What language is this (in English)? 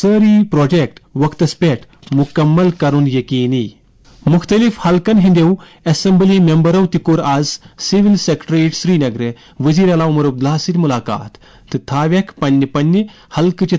Kashmiri